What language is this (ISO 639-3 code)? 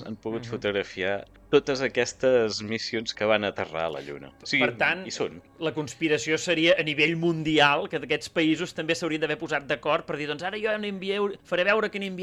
cat